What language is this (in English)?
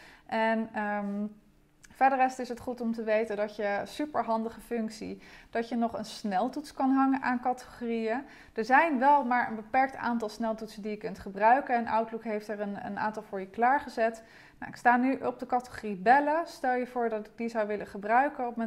Dutch